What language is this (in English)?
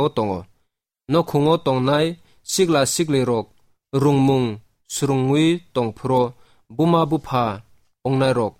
Kok Borok